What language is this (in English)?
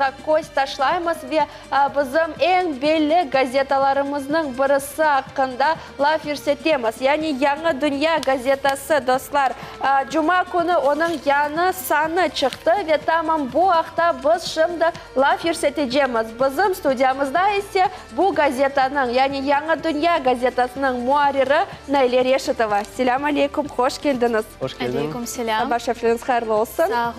Crimean Tatar